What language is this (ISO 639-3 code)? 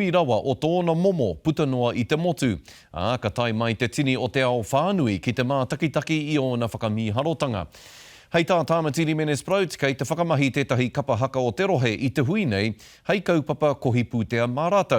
mri